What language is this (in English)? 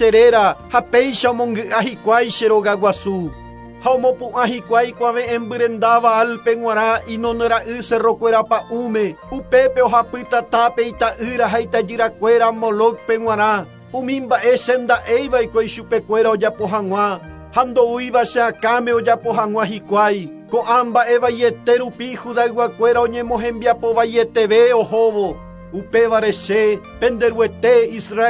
Guarani